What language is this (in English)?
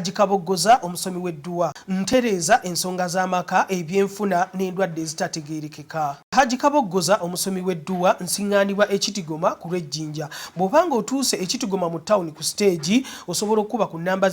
Ganda